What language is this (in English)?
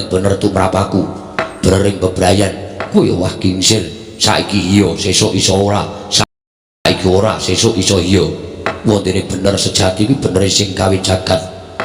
Javanese